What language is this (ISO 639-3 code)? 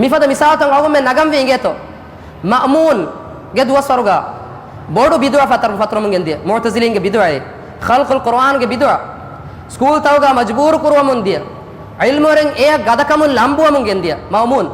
div